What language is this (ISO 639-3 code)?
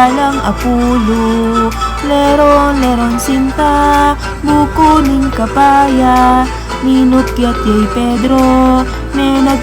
pam